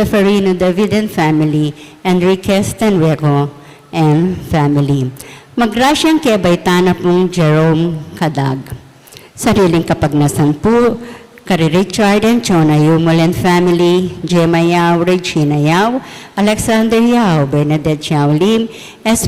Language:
Pampanga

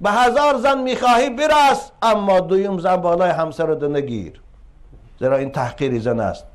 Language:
Tajik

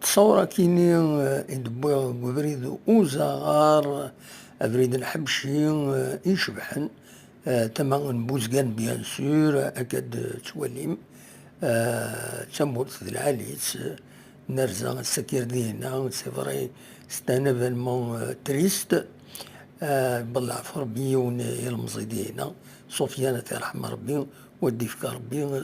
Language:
Kabyle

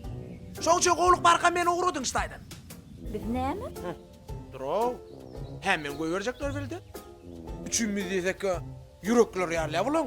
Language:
Turkmen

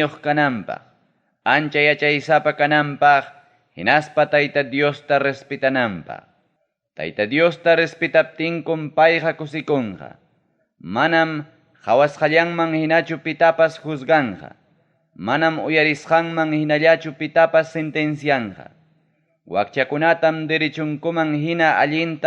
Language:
Ayacucho Quechua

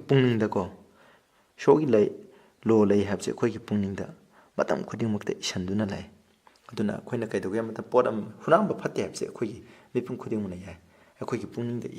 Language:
Manipuri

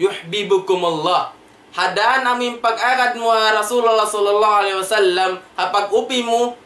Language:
Tausug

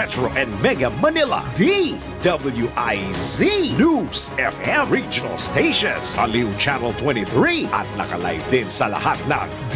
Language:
Filipino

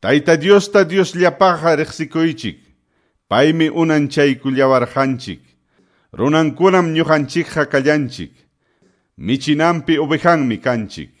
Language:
Quechua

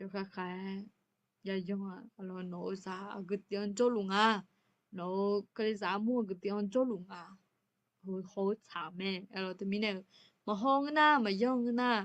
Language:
Akha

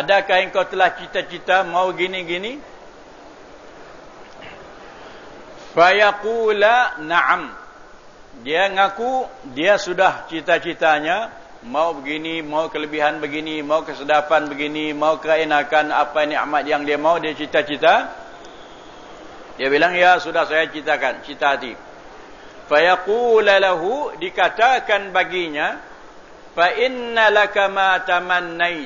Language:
Malay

